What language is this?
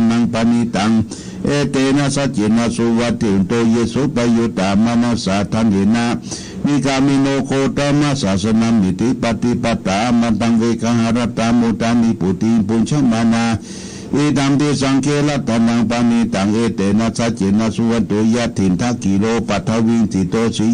Pali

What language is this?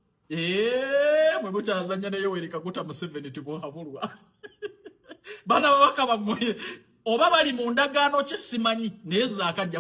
Ganda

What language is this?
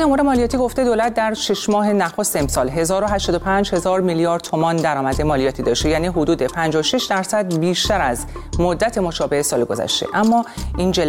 Persian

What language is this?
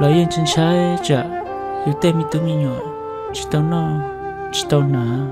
Hmong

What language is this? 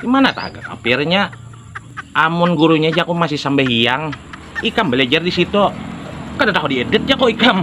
Banjar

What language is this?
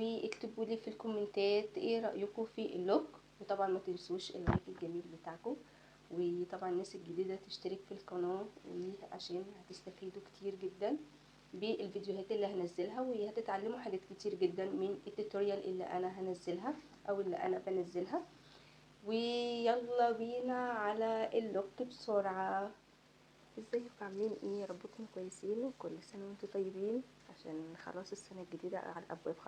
Egyptian Arabic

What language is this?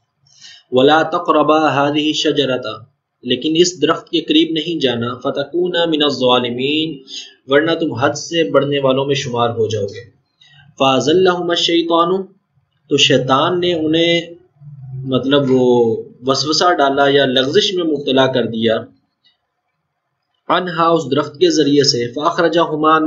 Urdu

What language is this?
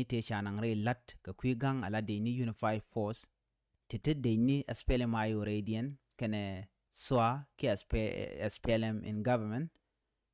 Nuer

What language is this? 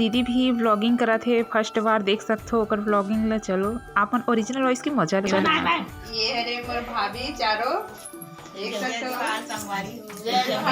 Chhattisgarhi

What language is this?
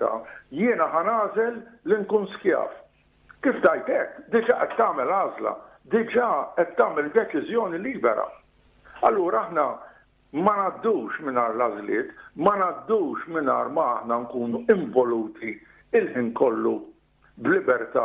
Maltese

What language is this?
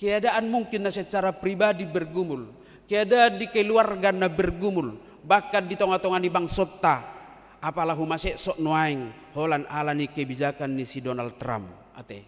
Batak Toba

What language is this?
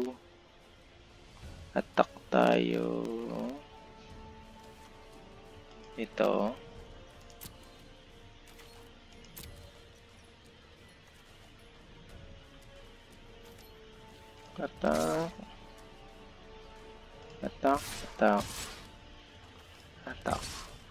Filipino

